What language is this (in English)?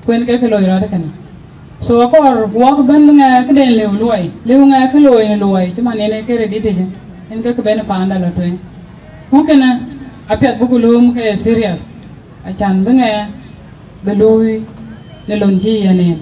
Dinka